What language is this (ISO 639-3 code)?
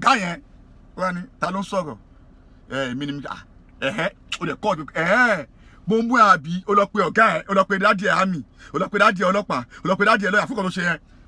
yor